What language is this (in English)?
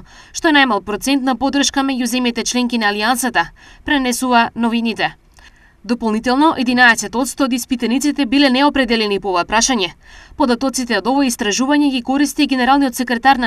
Macedonian